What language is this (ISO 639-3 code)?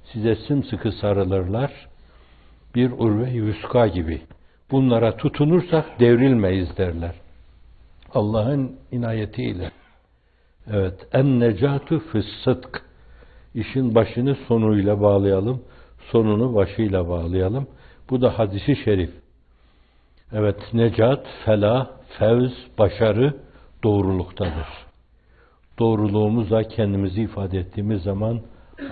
tur